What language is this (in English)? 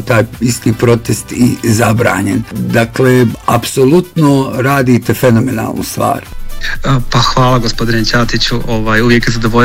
Bosnian